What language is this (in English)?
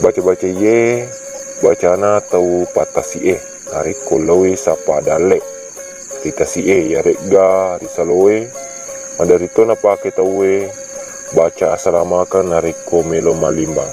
Buginese